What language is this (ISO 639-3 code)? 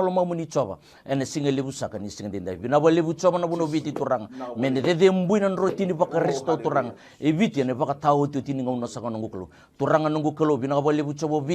fij